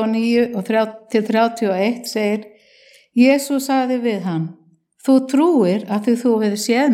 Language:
Icelandic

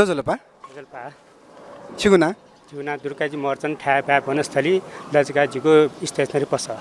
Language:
Newari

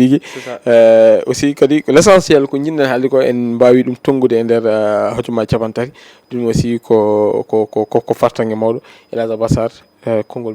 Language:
Fula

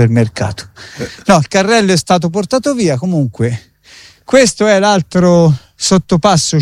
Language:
Italian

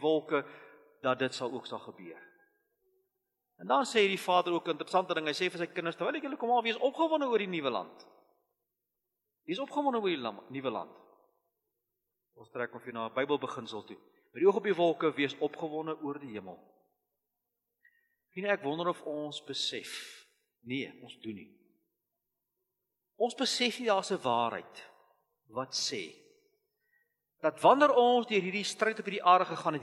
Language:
Afrikaans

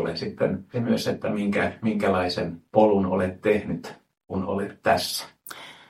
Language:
Finnish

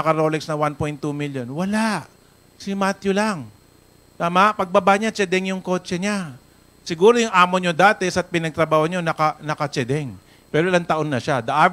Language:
Filipino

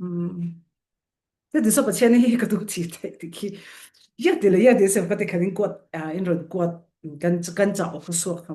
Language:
Falam Chin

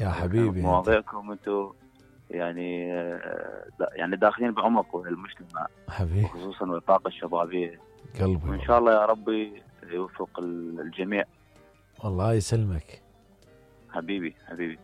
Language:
Mesopotamian Arabic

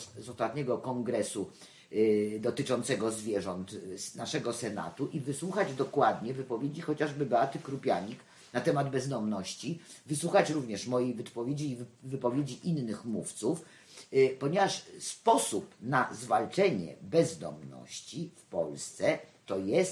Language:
Polish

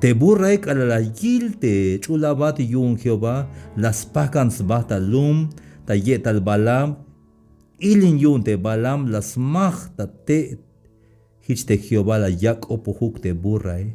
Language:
Tzeltal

